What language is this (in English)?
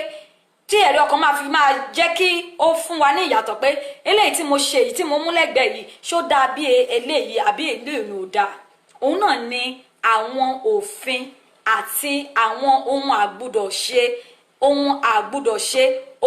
Yoruba